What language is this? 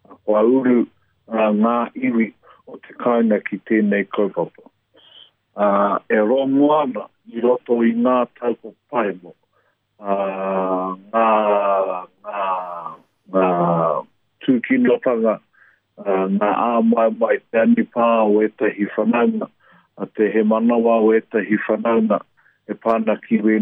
Māori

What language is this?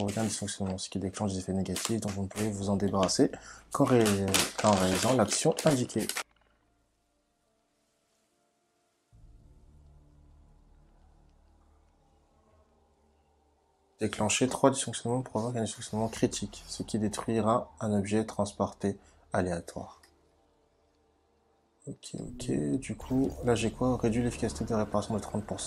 French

